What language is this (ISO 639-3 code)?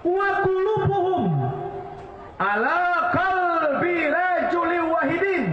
min